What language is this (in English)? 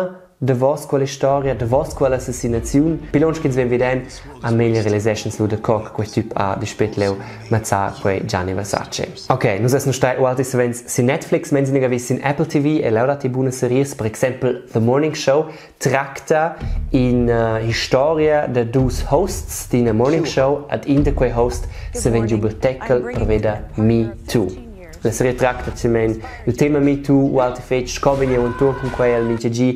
Romansh